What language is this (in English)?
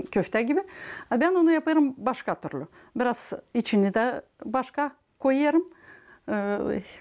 Gagauz